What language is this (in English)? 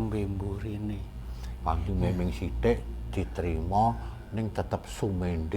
Javanese